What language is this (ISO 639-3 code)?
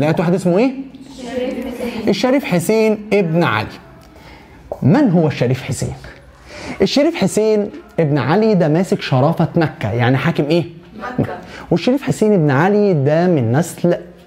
arz